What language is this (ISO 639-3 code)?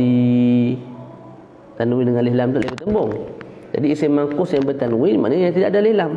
msa